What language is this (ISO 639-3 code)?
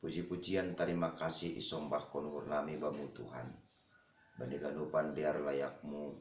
bts